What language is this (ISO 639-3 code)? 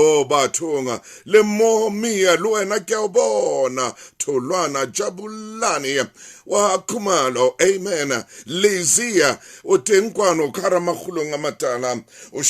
sot